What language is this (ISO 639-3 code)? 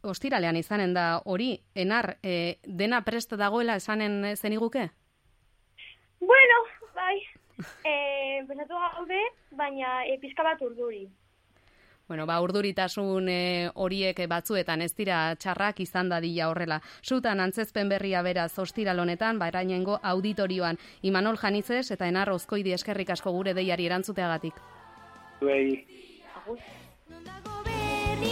eus